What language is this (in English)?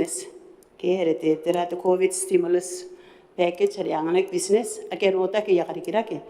Gilbertese